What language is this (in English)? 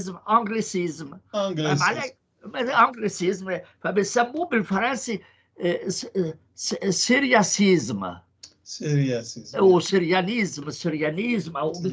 North Levantine Arabic